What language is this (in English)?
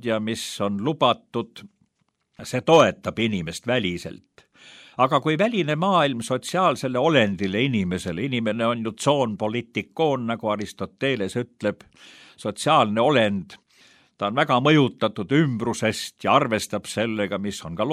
Estonian